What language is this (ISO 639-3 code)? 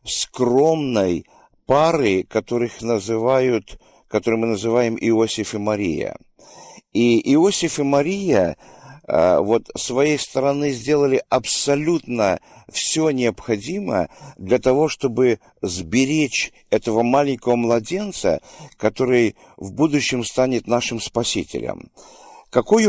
rus